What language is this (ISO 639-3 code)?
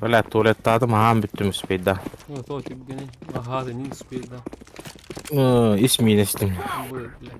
sah